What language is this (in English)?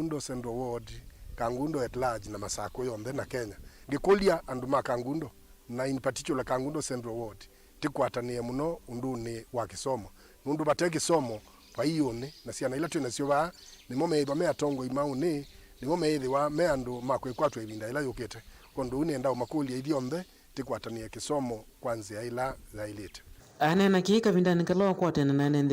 Kamba